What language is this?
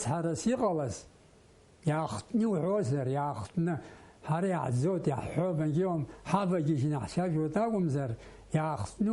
Abkhazian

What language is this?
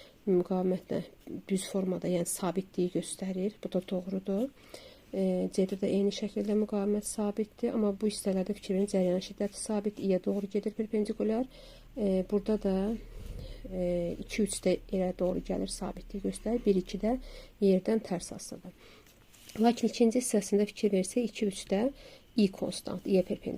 Azerbaijani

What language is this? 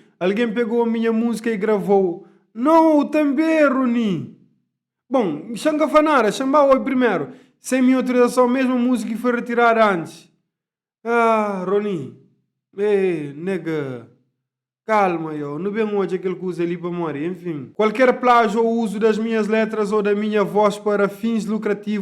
Kabuverdianu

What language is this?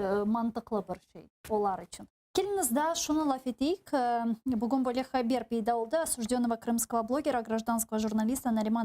Crimean Tatar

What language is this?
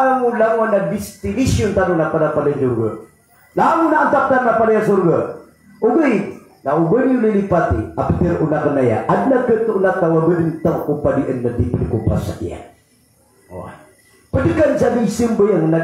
Maranao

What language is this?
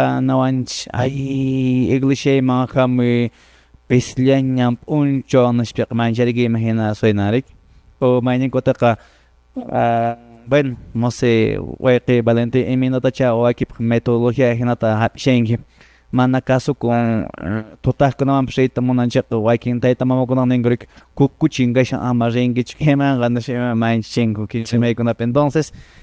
Quechua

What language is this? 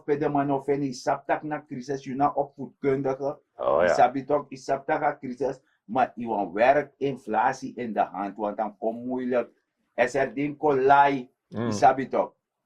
Sranan Tongo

